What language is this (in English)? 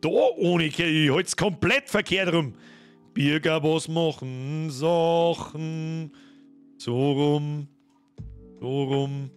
Bavarian